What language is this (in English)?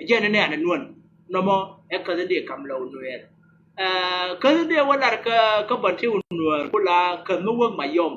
Nuer